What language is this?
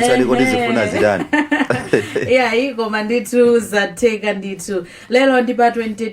Nyanja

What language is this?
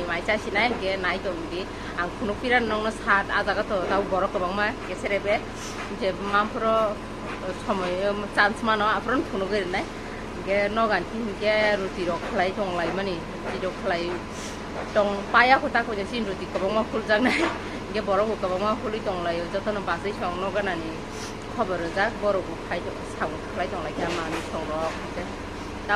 Kok Borok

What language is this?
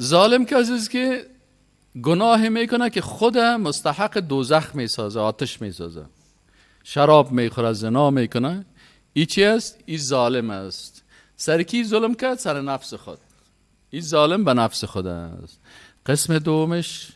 Persian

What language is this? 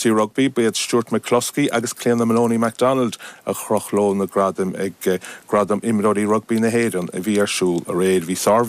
Irish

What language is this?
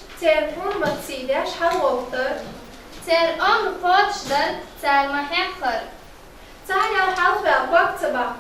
Chechen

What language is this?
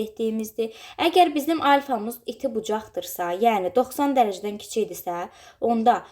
Azerbaijani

